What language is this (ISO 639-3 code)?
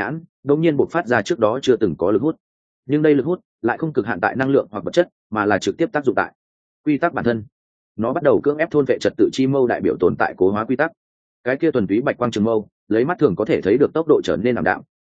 vie